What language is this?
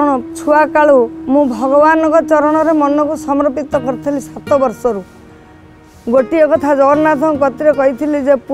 Odia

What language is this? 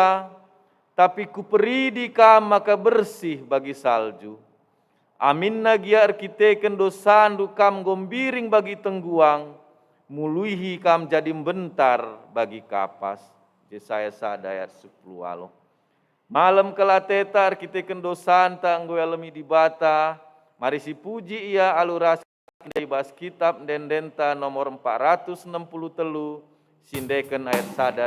Batak Karo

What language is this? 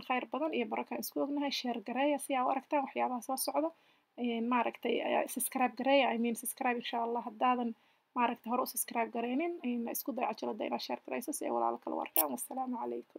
Somali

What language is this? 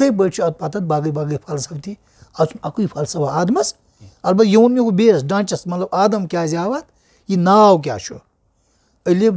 Kashmiri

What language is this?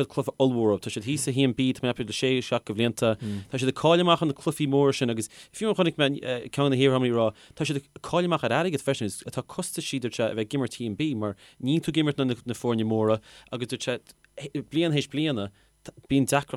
Irish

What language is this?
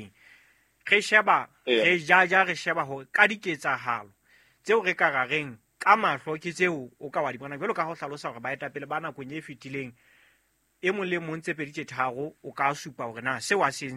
Southern Sotho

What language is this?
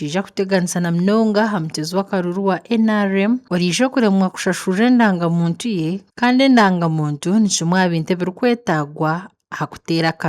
Nyankole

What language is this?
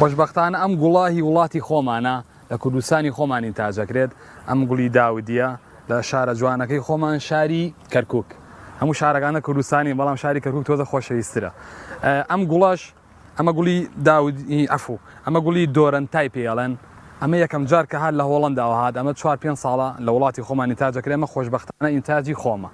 Central Kurdish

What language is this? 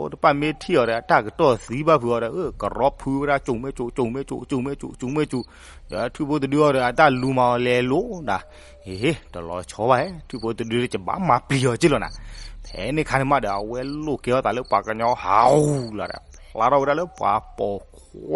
S'gaw Karen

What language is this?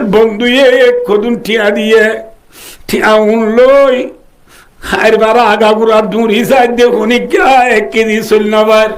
Rohingya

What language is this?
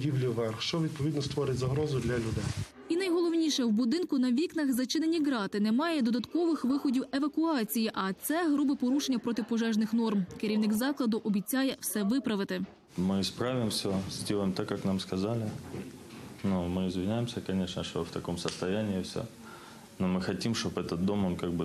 Ukrainian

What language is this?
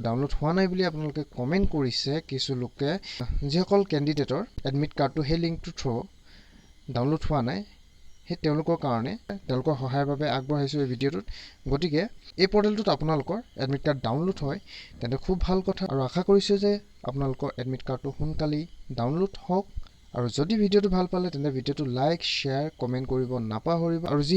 Assamese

